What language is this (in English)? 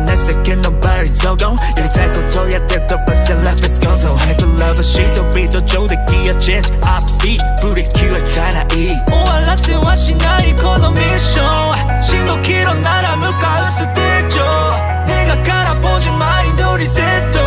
Japanese